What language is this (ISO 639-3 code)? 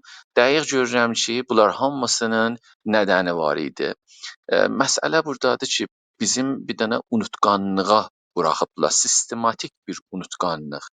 azb